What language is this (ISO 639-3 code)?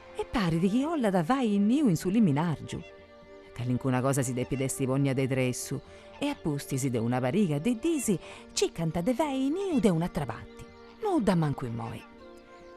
srd